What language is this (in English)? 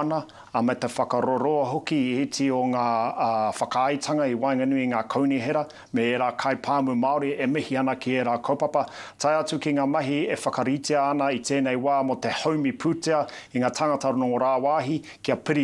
Māori